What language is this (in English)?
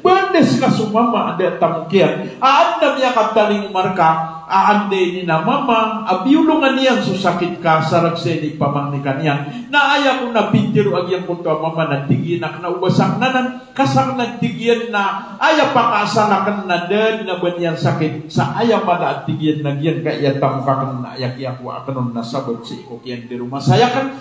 Maranao